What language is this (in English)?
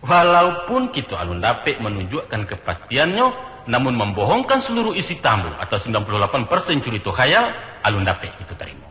Minangkabau